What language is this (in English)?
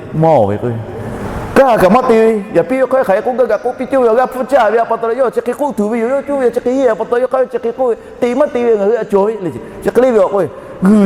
Lahu